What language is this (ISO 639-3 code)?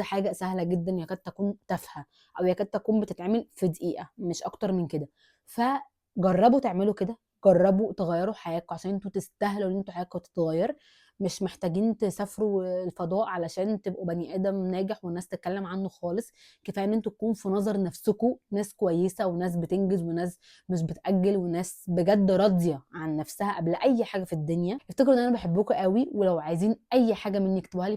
arz